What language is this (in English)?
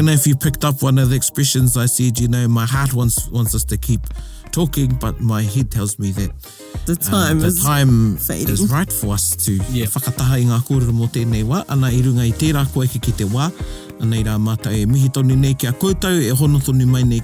Māori